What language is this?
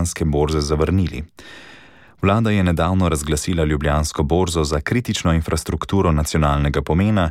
Slovenian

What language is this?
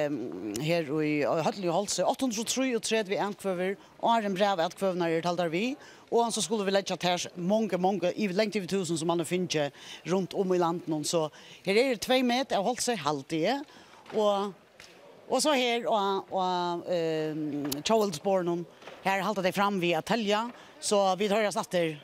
Faroese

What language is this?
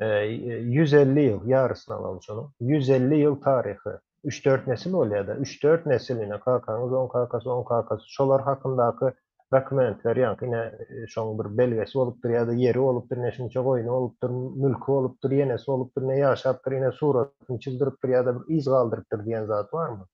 Turkmen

